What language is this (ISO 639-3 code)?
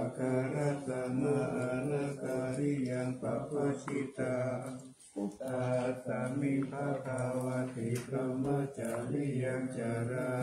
pli